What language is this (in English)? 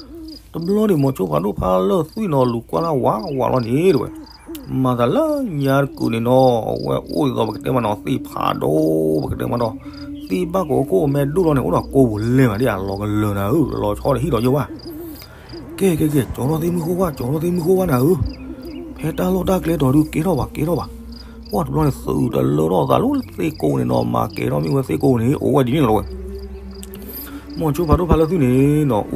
S'gaw Karen